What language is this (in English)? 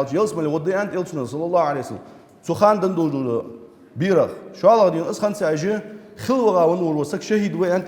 Ingush